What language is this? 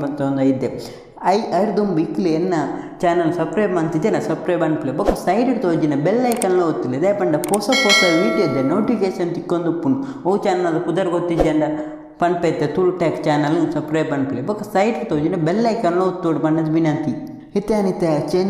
Tulu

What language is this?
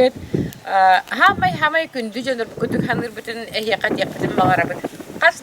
Yakut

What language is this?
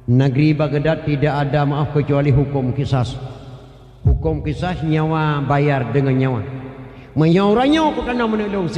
Achinese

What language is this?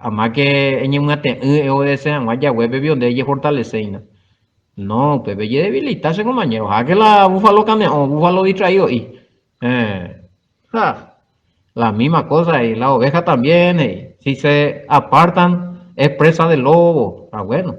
Guarani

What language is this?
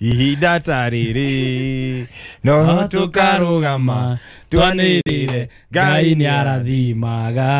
Kikuyu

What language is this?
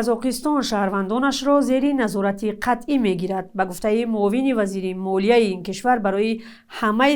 Tajik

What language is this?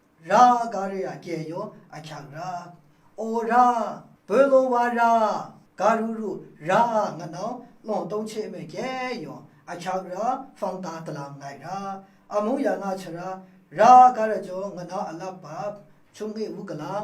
Maru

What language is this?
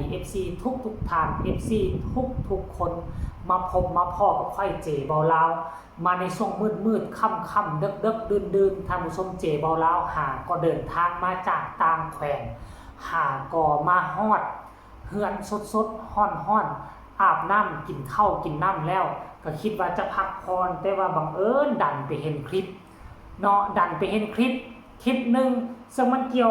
Northeastern Thai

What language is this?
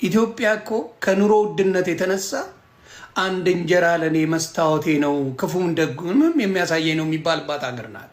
Amharic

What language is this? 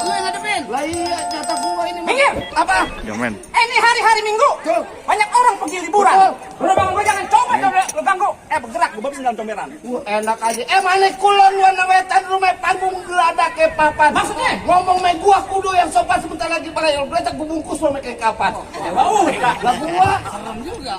Betawi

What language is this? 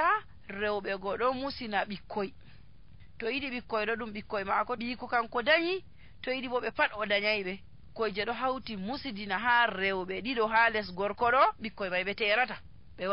Nigerian Fulfulde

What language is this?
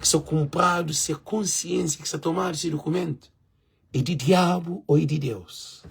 Kabuverdianu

